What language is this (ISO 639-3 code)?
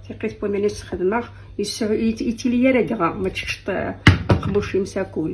kab